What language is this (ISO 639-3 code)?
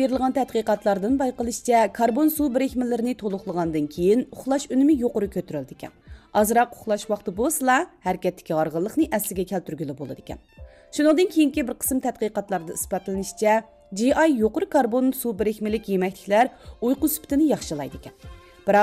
uig